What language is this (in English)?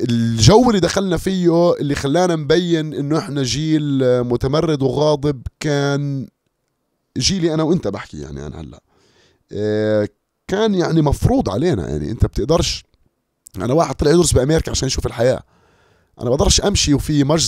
North Levantine Arabic